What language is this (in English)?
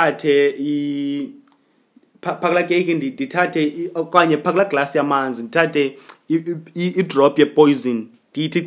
Xhosa